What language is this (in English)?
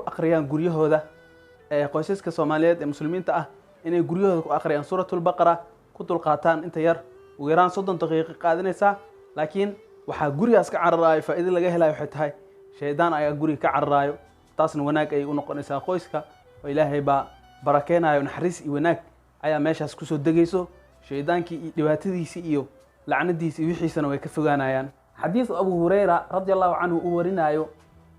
Somali